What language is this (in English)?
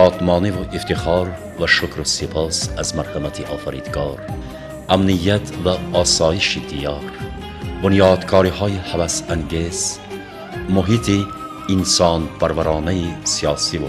Tajik